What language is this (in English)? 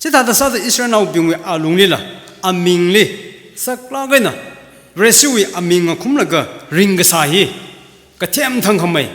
Tangkhul Naga (India)